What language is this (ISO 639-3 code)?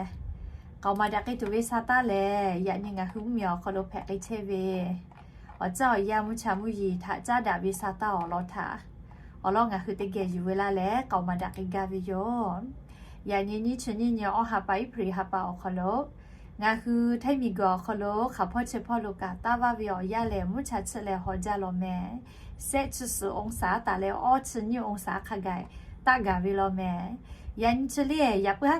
lhu